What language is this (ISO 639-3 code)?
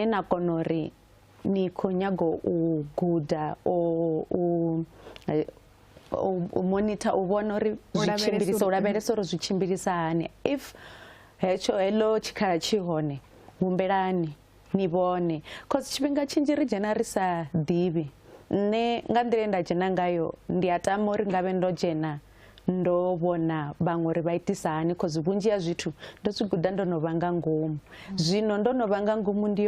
ven